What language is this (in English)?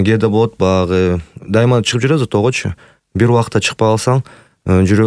Kyrgyz